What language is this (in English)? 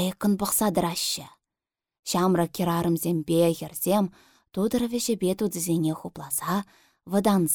Chuvash